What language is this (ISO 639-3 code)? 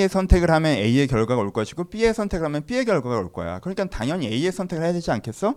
kor